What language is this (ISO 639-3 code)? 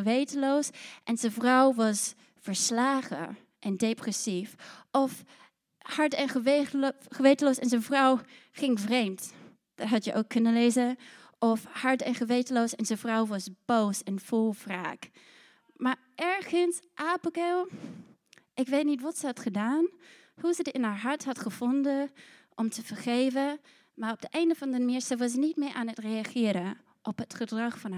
nld